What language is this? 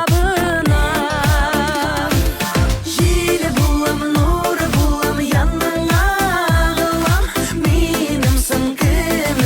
Bashkir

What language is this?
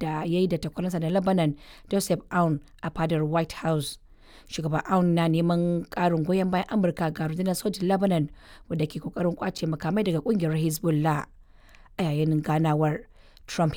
Hausa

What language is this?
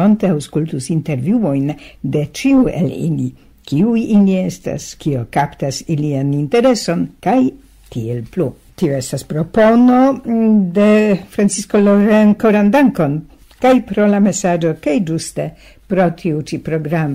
Esperanto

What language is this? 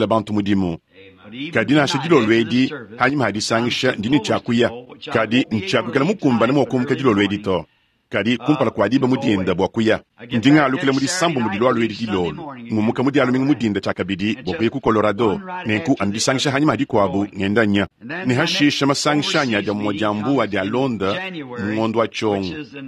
Luba-Lulua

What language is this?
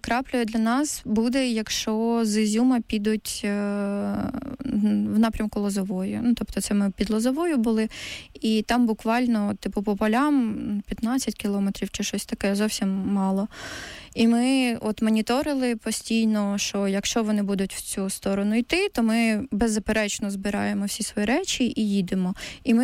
Ukrainian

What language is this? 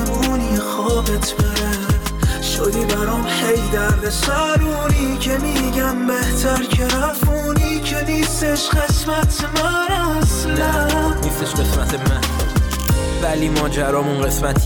Persian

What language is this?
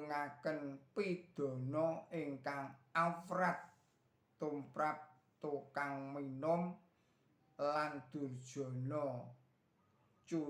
Javanese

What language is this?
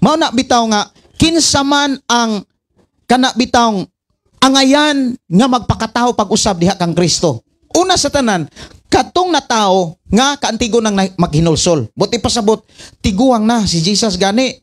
Cebuano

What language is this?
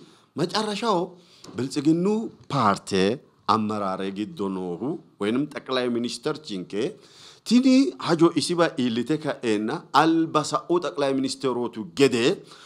Sidamo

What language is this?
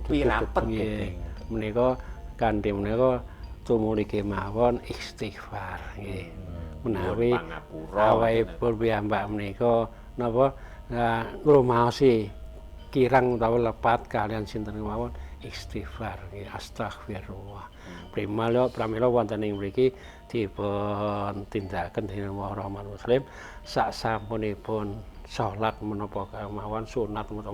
Javanese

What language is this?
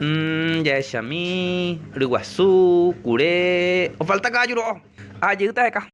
Guarani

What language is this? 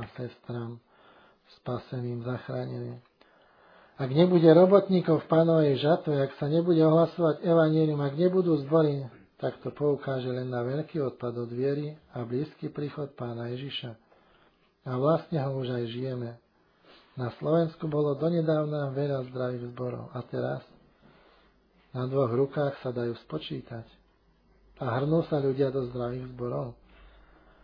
Slovak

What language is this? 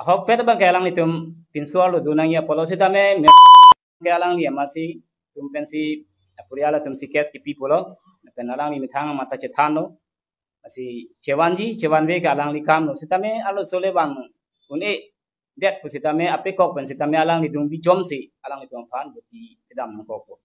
Karbi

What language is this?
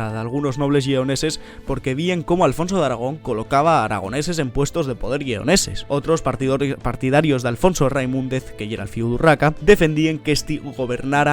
Asturian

